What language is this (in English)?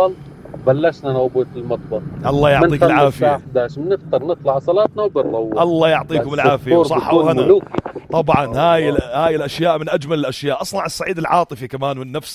North Levantine Arabic